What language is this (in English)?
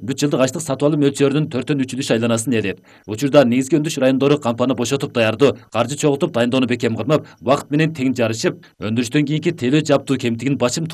Kyrgyz